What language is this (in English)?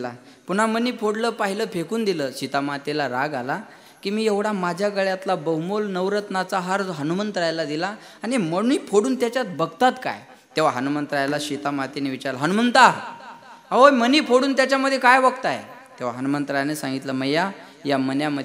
Marathi